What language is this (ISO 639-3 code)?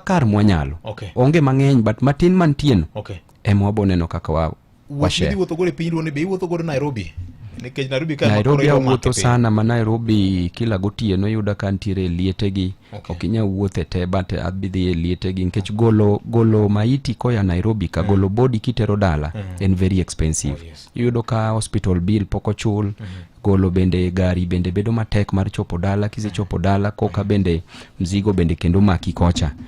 luo